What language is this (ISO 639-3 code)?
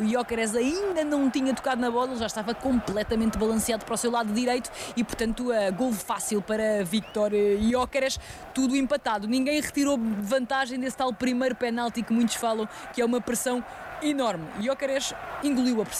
por